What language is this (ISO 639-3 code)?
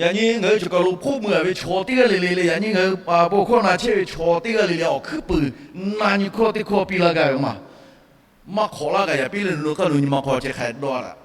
lhu